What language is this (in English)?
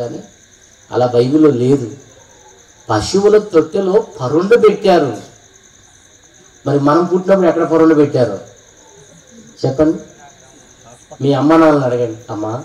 Telugu